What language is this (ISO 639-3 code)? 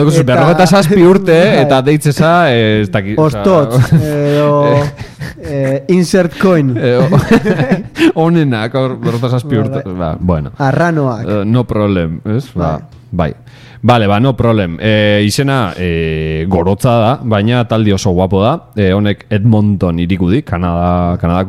eus